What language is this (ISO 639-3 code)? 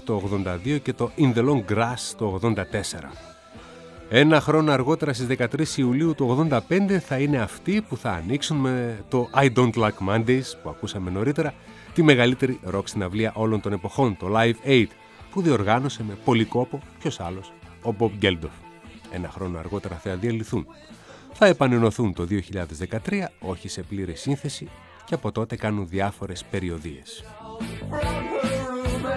ell